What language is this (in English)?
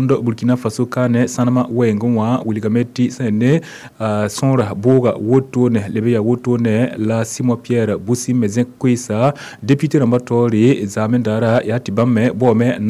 Mossi